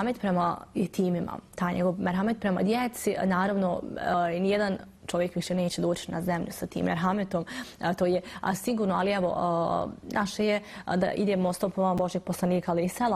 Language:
Bosnian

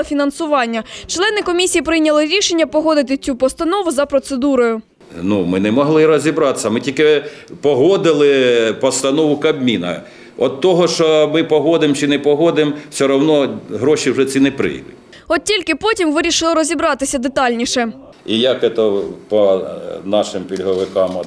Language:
Ukrainian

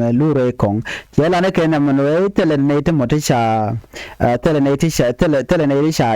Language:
Nuer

